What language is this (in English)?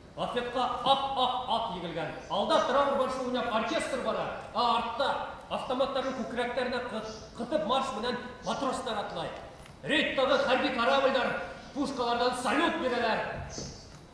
Bashkir